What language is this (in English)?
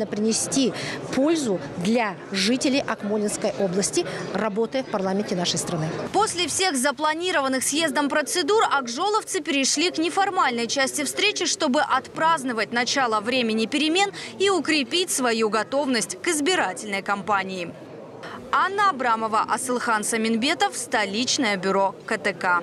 Russian